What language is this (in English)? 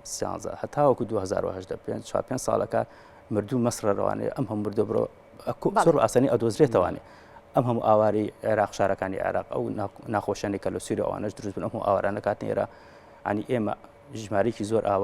Central Kurdish